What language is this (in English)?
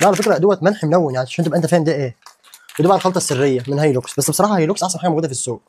Egyptian Arabic